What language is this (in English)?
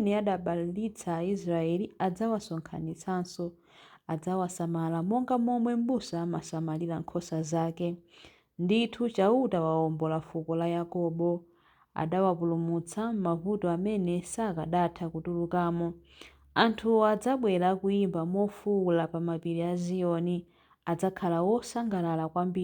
Nyanja